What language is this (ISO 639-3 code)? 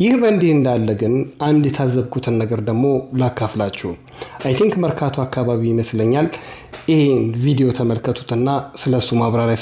amh